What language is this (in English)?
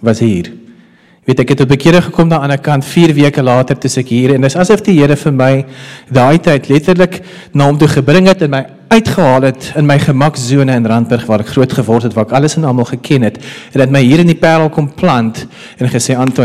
Afrikaans